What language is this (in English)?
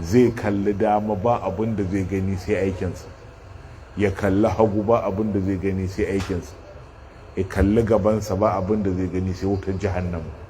Hausa